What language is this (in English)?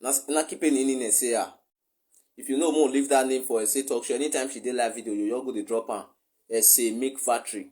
Nigerian Pidgin